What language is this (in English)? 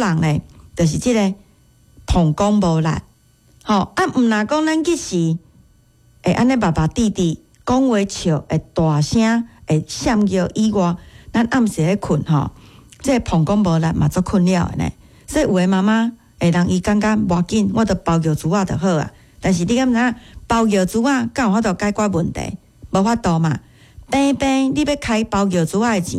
Min Nan Chinese